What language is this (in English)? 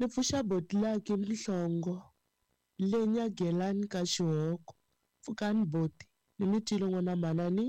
Tsonga